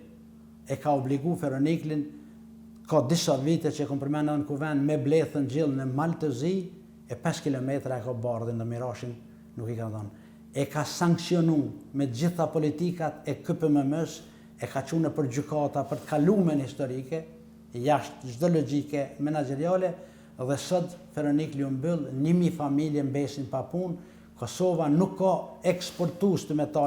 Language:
Albanian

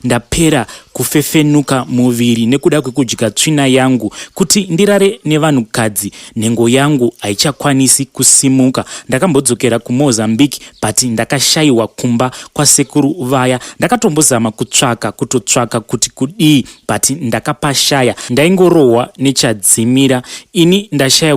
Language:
Shona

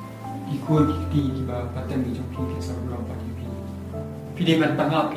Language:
Khasi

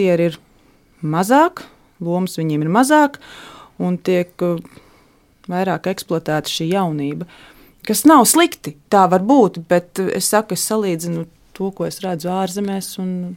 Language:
Latvian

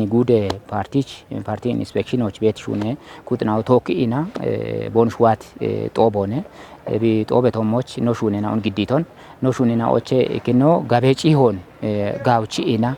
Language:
Kafa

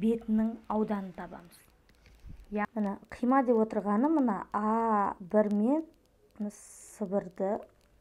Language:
Kazakh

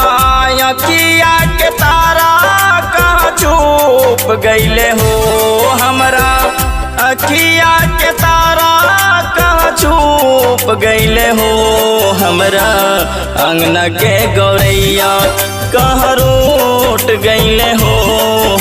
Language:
Bhojpuri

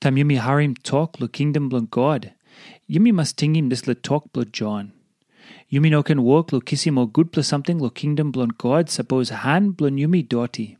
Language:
Tok Pisin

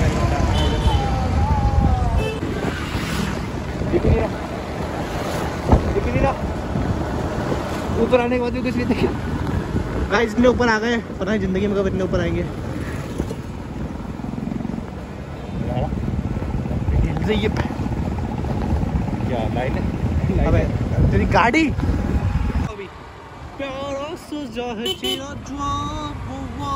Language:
Hindi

